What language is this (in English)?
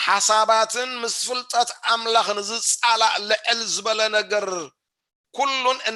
Tigrinya